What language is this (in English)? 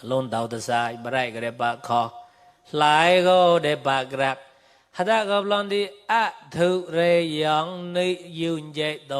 Mon